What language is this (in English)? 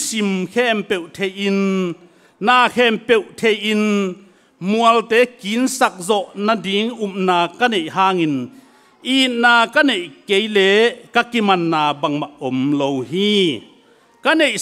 Tedim Chin